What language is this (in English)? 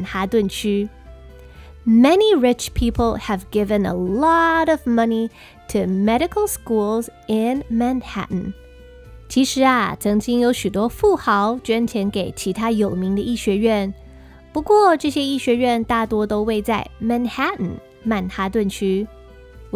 Chinese